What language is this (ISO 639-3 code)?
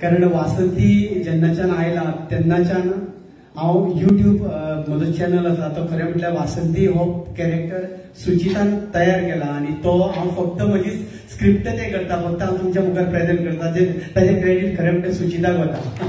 kok